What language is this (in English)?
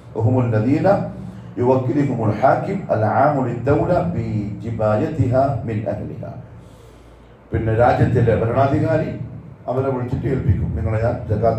Malayalam